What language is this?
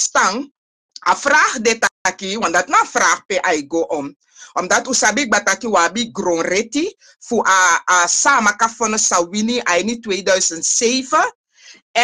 Sranan Tongo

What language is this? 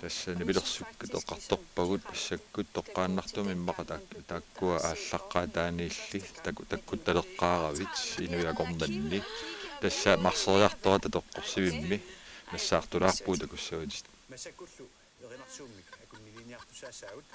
Kalaallisut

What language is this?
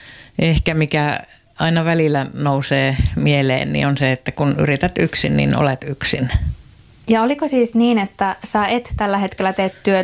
Finnish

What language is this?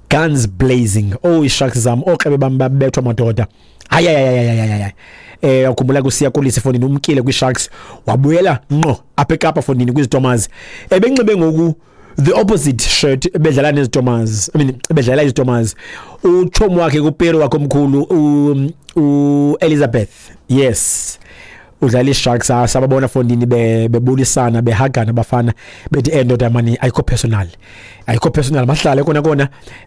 Xhosa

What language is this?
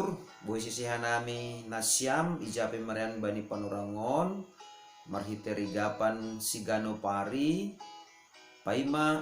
Batak Simalungun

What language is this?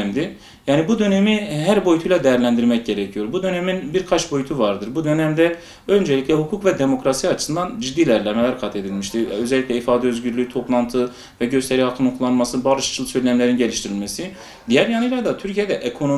Turkish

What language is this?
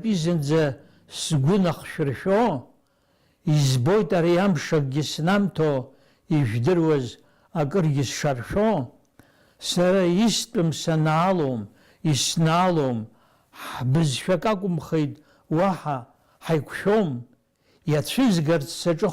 Abkhazian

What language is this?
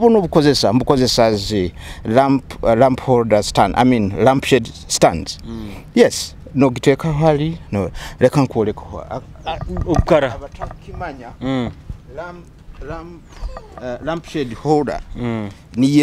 Nyoro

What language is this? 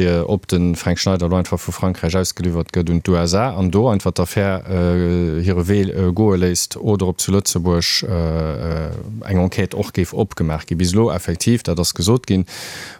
Luxembourgish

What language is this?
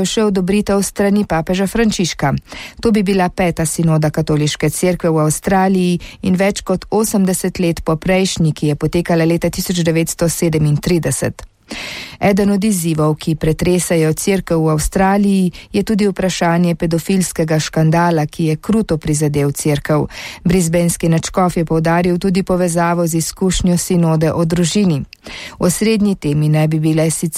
Slovenian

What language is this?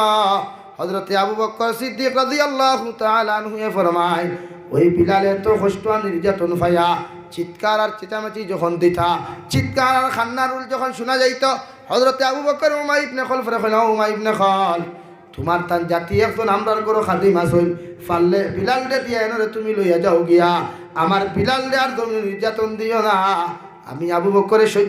Sylheti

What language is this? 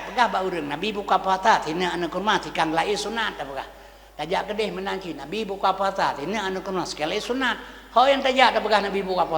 Achinese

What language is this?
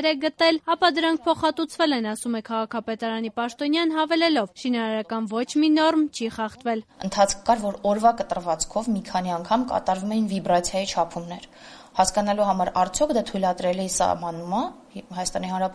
Armenian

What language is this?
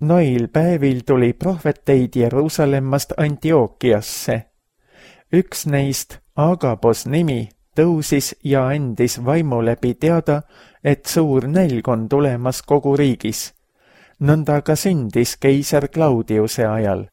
Estonian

